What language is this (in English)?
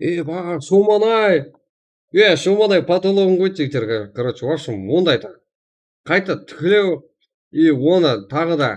Kara-Kalpak